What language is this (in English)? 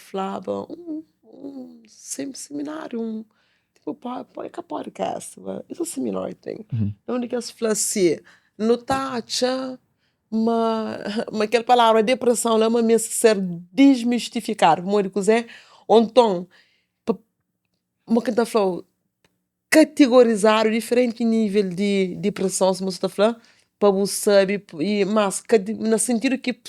Kabuverdianu